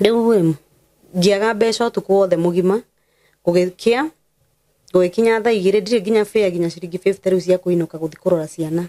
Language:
Kikuyu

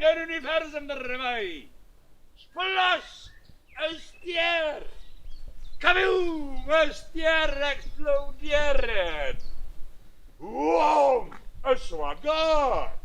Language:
Western Frisian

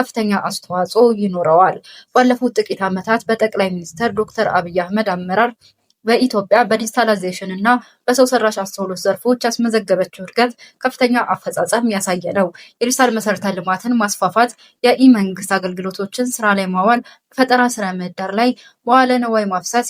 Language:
Amharic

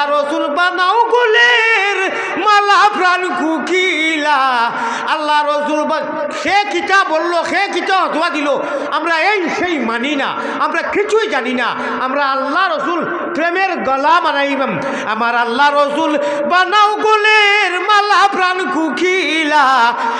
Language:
Sylheti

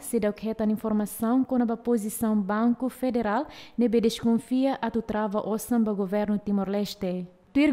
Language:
Tetum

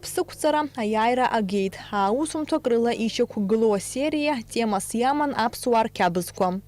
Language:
Abkhazian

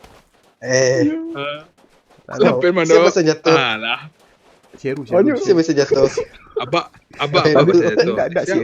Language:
Minangkabau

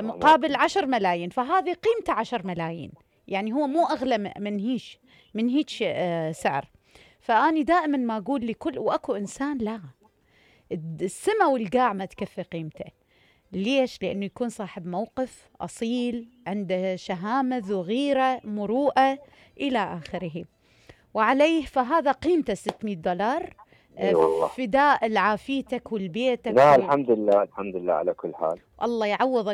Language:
Mesopotamian Arabic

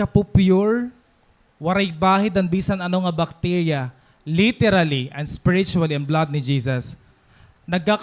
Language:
Waray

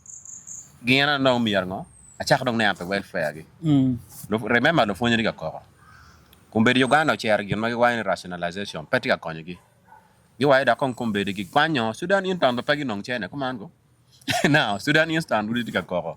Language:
Acoli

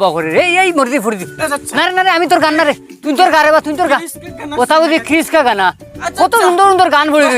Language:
Sylheti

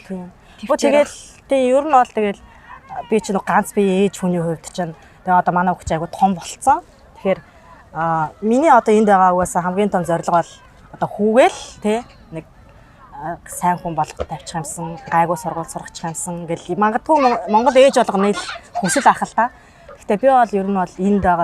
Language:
Mongolian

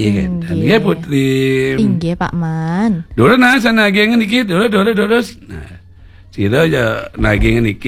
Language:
Balinese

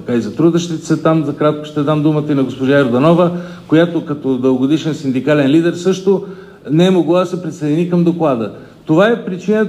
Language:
Bulgarian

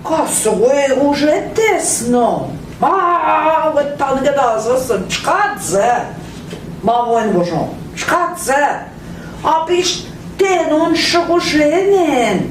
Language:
Central Ojibwa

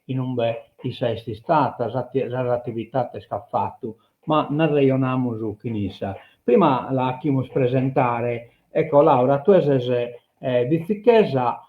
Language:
Sardinian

